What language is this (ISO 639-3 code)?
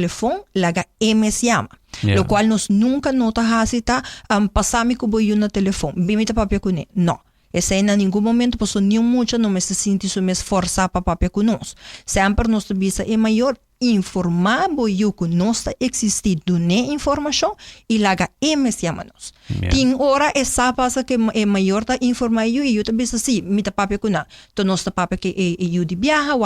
pap